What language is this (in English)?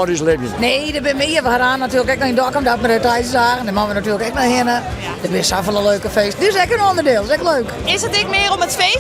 Western Frisian